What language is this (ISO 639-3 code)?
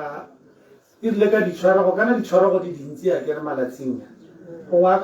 tsn